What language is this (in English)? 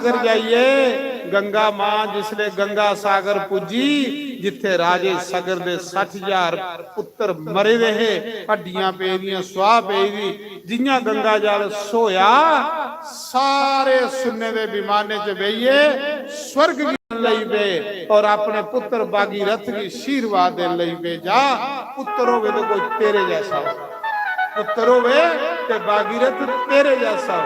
Dogri